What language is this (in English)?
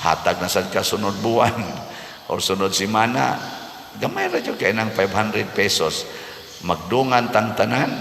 Cebuano